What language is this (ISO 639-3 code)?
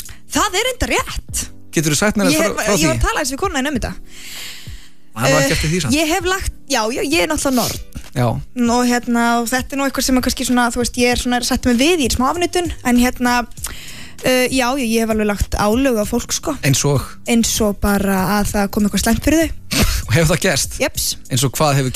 isl